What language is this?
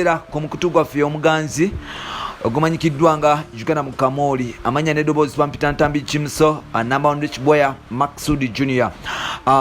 Ganda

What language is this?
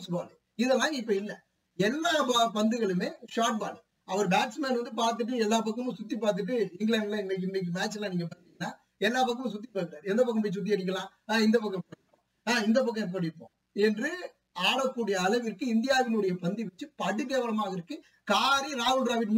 Tamil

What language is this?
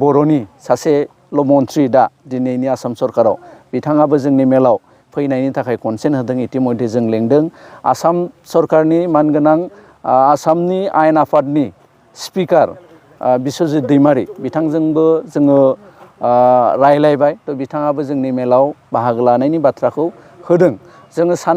Bodo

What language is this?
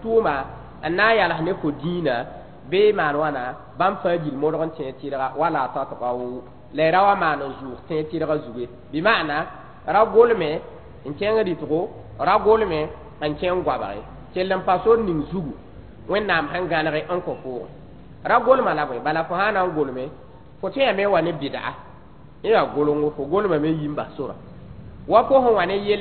Mossi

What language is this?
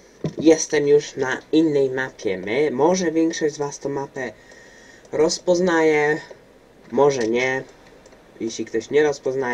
Polish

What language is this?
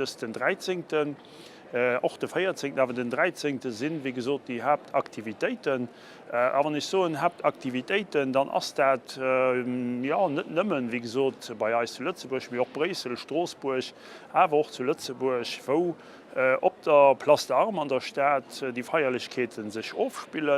Luxembourgish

